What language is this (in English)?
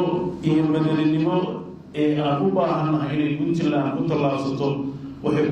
Somali